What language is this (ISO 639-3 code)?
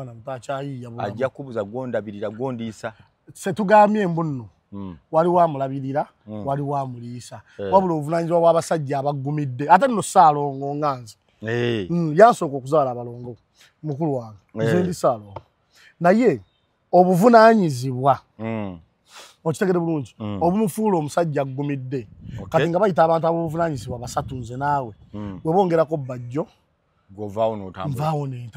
lug